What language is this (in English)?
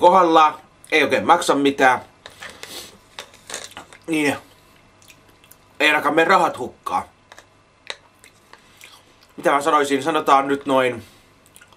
Finnish